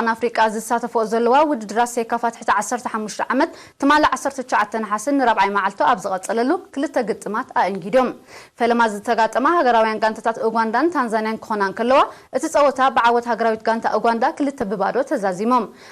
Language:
Tigrinya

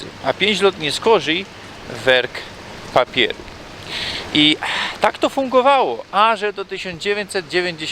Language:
Silesian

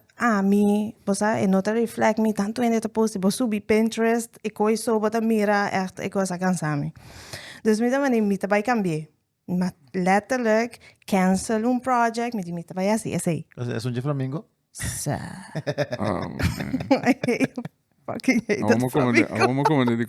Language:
Papiamento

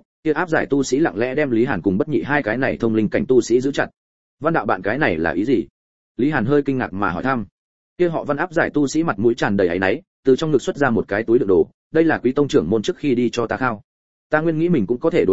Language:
Vietnamese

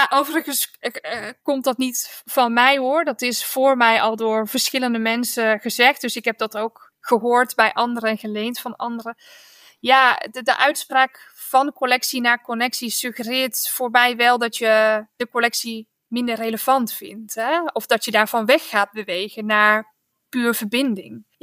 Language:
Dutch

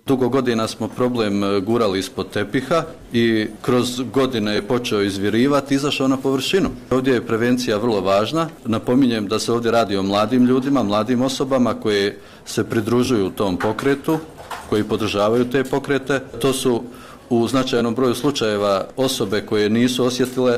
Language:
Croatian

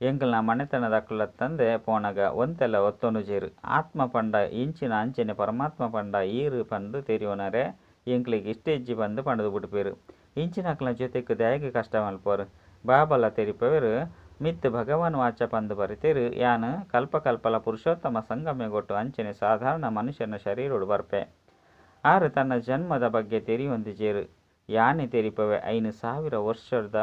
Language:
Tulu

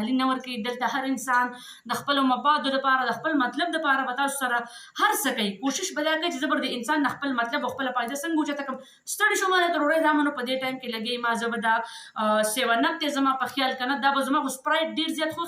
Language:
Pashto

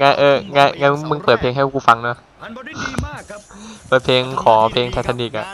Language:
Thai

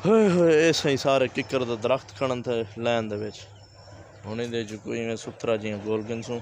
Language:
Saraiki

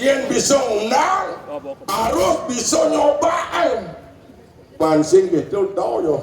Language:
Balinese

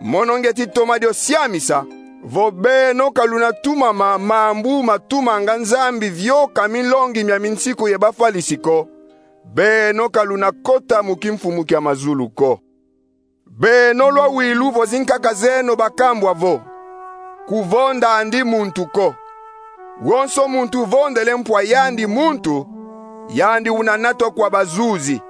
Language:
Kongo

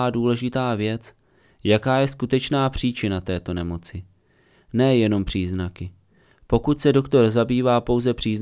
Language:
Czech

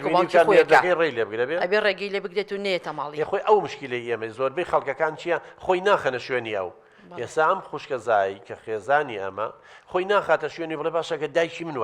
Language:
Central Kurdish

